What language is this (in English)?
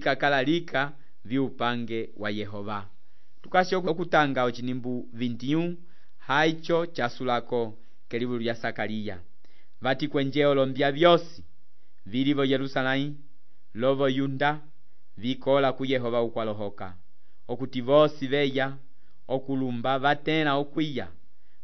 Umbundu